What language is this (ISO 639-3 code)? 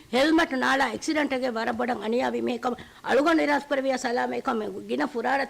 div